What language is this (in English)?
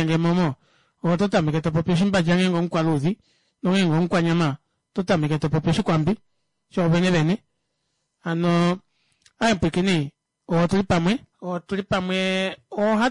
Kuanyama